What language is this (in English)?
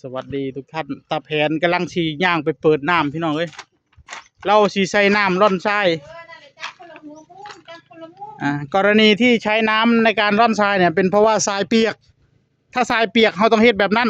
Northeastern Thai